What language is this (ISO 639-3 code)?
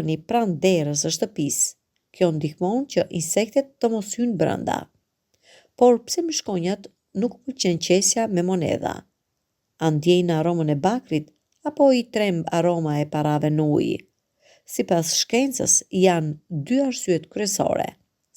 sqi